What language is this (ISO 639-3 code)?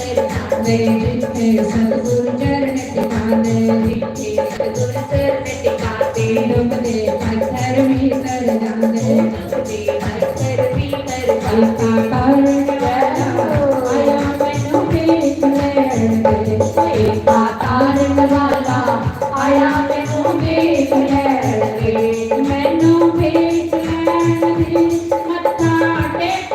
doi